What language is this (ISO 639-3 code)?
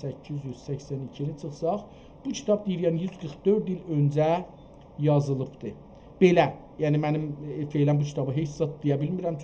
azb